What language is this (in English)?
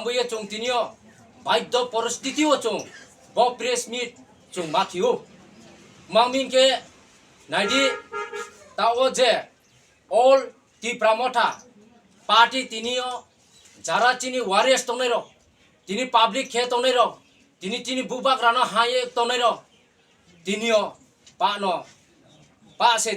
Riang (India)